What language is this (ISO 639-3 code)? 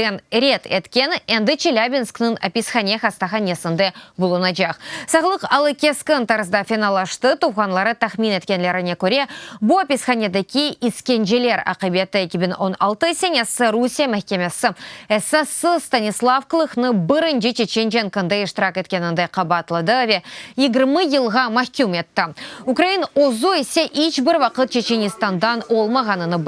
crh